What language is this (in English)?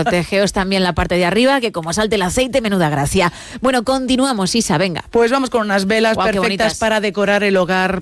Spanish